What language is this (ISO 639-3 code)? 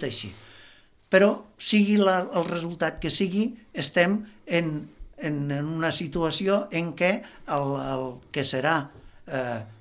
cat